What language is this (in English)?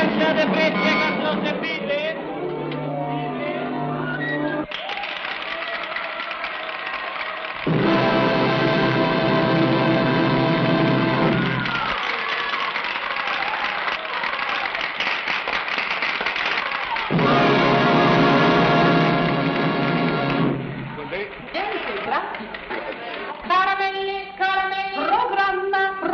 Italian